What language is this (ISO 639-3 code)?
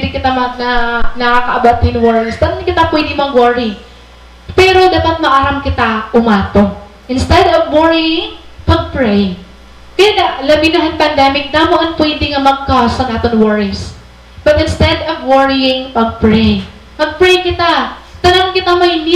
war